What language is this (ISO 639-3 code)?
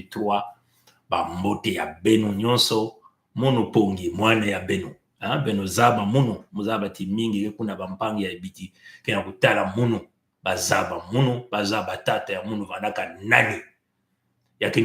mkw